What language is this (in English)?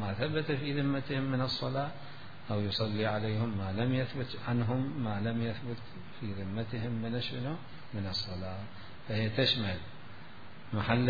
Mesopotamian Arabic